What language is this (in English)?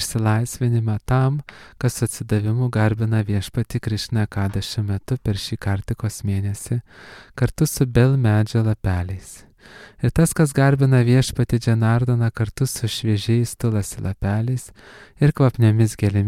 Lithuanian